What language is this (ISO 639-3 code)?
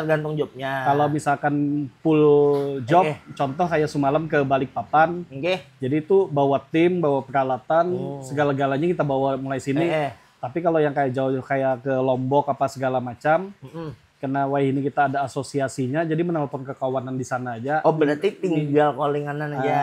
bjn